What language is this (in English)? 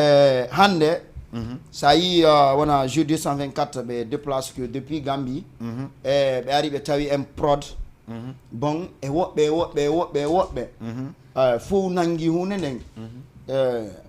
Fula